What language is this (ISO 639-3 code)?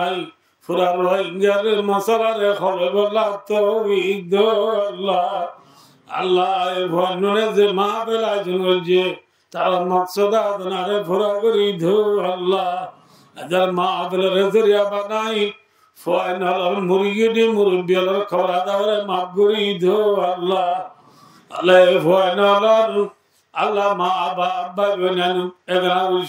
rhg